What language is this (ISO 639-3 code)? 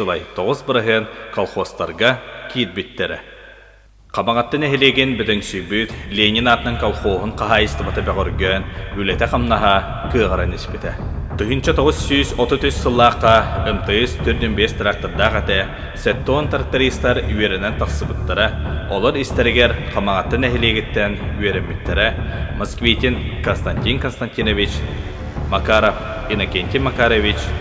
sah